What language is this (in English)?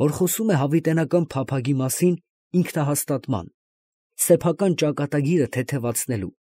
Armenian